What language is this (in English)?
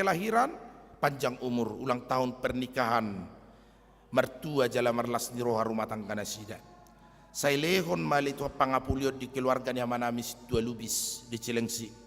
Batak Toba